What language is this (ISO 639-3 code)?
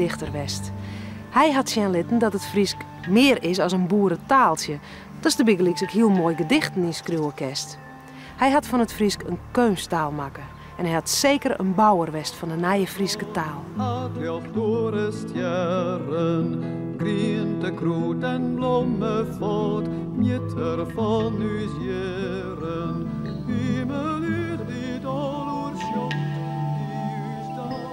fry